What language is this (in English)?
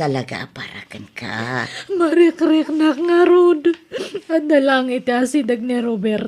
Iloko